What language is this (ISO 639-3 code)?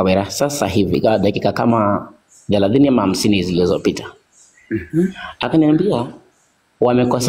swa